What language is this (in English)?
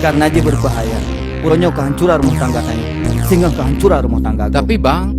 Achinese